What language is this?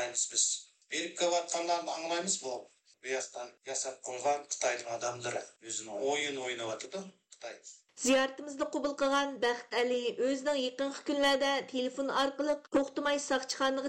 Uyghur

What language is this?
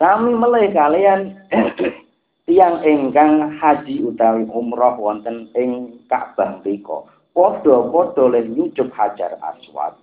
Javanese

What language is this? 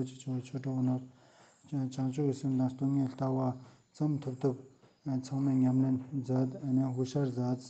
Ladakhi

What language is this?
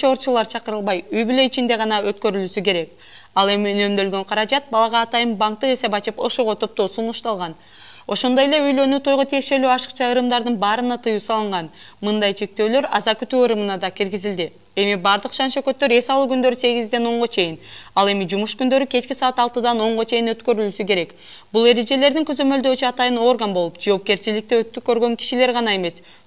Kyrgyz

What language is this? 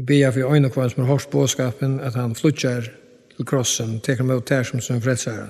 Faroese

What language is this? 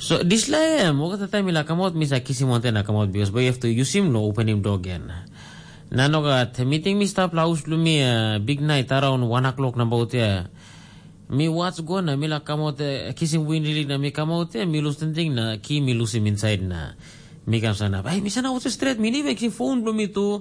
Tok Pisin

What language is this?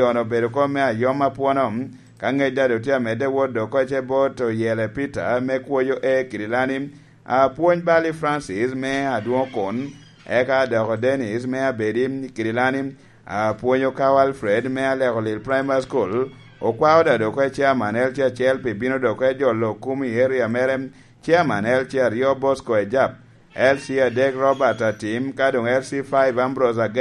Lango (Uganda)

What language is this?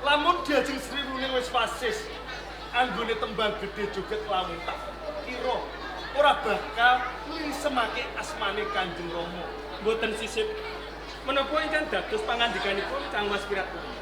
Javanese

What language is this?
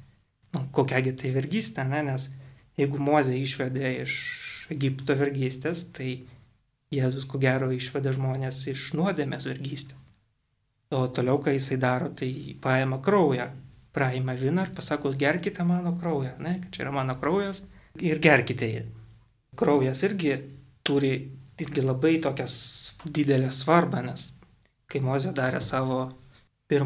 Lithuanian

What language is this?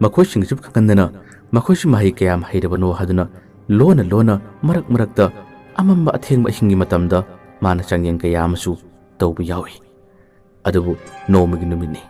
Manipuri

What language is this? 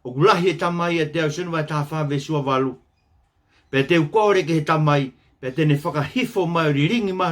Tongan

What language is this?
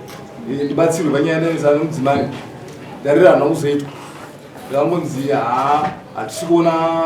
Shona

